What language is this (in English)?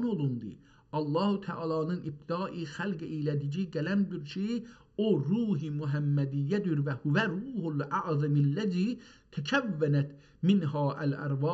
South Azerbaijani